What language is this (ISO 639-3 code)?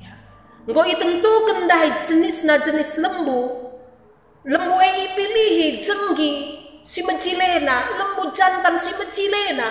btx